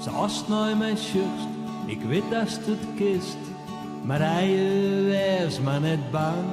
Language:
Western Frisian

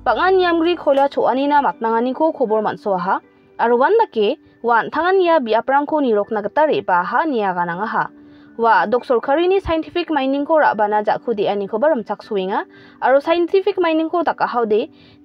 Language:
Garo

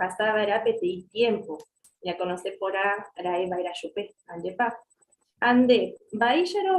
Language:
Guarani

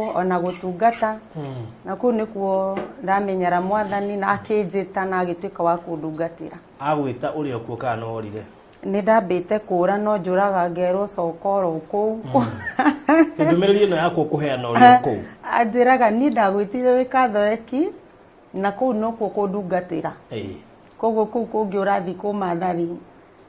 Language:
Kikuyu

